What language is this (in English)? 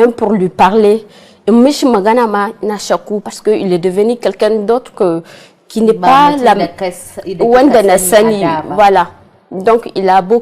Hausa